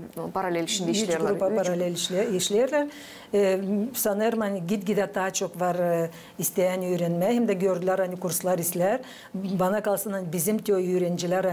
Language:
Gagauz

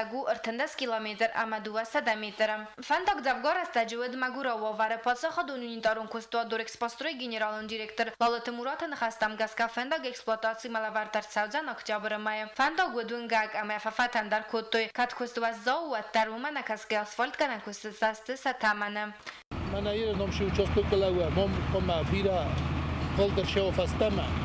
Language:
Ossetic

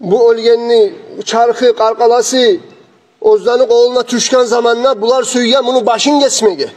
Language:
Kumyk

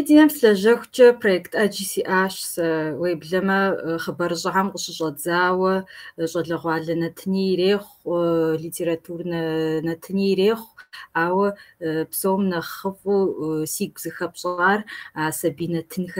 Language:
Kabardian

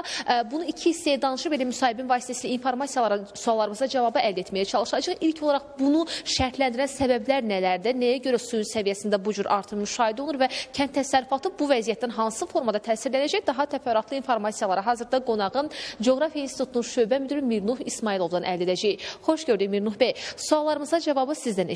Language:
Azerbaijani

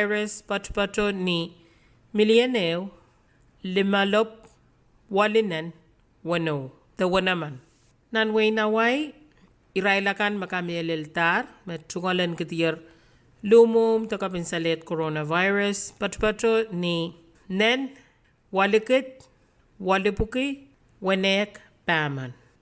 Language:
Pohnpeian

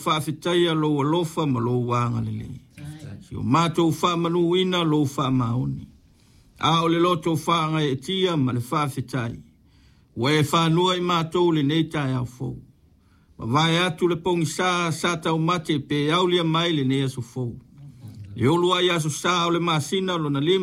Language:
Samoan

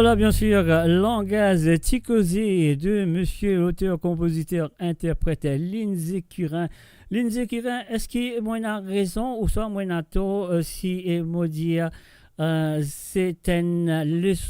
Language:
Morisyen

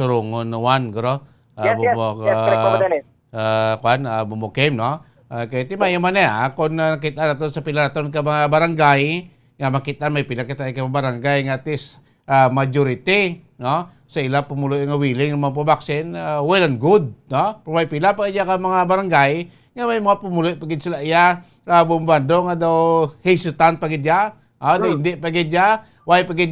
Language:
Hiligaynon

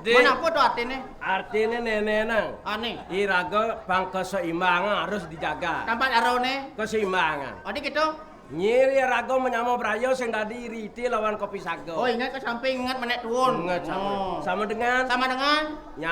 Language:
Balinese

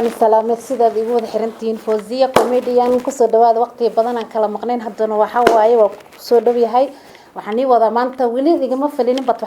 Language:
Somali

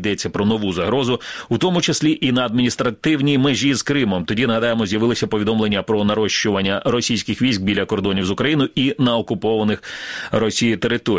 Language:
Ukrainian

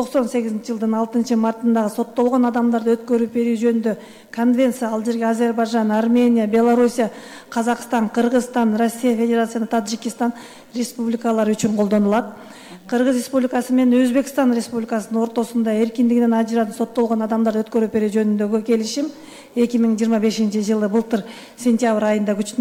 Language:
Kyrgyz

